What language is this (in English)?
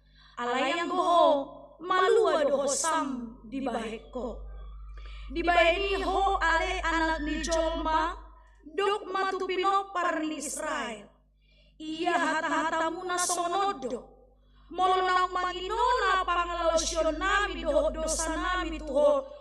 Batak Toba